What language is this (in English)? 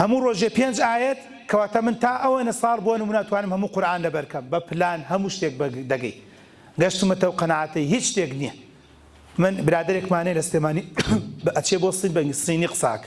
Central Kurdish